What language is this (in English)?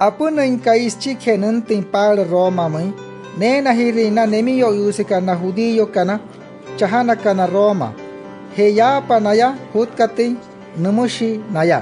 Wayuu